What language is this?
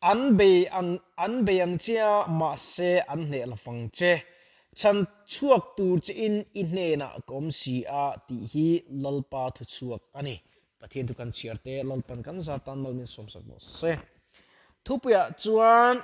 Mizo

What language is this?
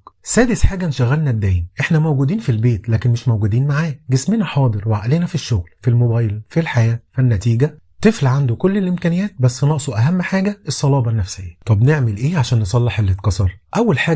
Egyptian Arabic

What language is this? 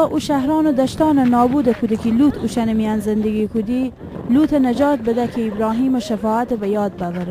Gilaki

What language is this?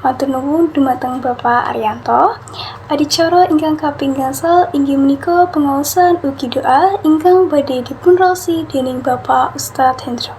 Javanese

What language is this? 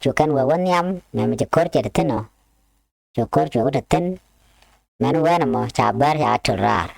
Nuer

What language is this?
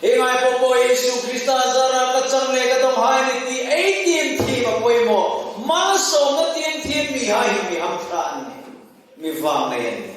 Hmar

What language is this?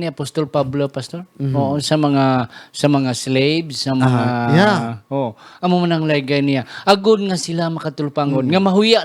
Hiligaynon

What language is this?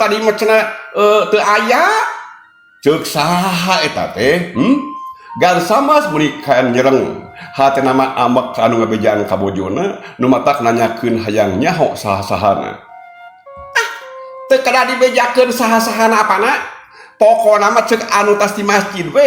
Sundanese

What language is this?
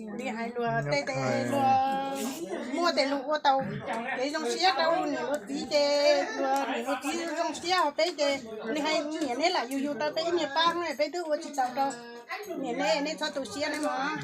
Hmong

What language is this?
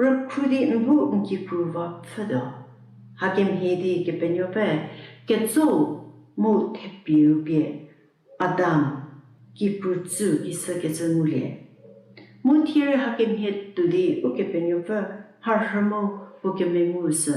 Angami Naga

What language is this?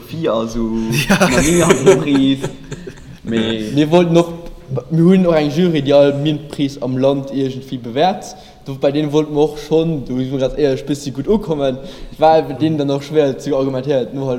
Luxembourgish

